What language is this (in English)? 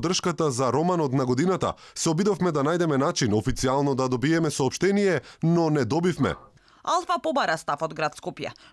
Macedonian